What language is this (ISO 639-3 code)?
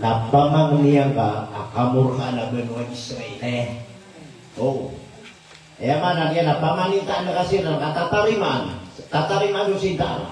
mrw